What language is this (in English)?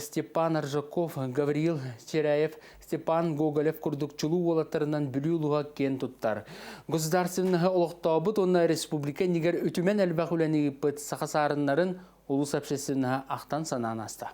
Yakut